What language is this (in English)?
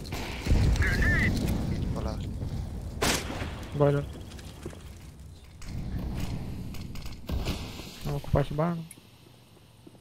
Romanian